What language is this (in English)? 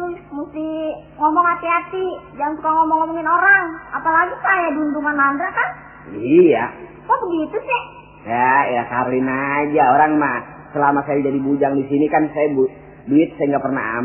Betawi